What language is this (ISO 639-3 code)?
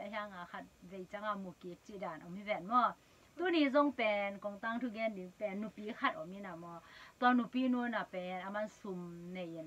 ctd